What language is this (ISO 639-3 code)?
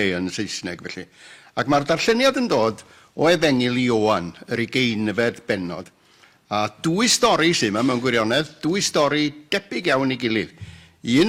cym